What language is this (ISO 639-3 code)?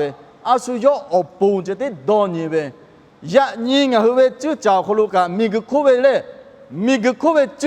lhu